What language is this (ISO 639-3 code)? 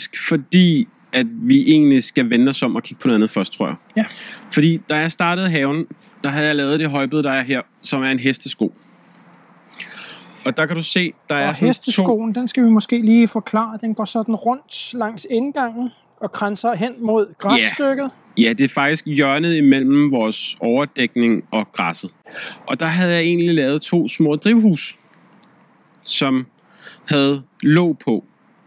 dan